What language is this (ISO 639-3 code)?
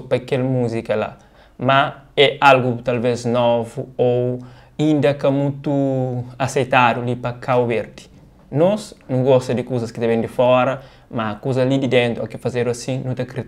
kea